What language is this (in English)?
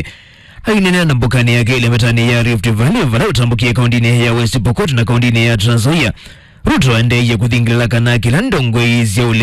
Kamba